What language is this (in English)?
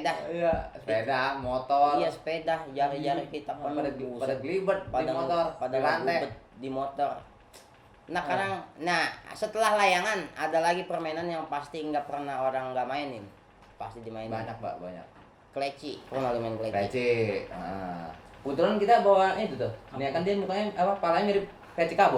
Betawi